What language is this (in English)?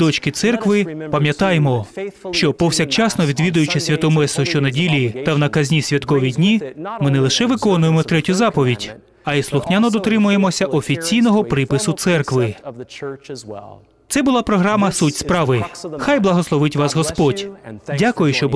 Ukrainian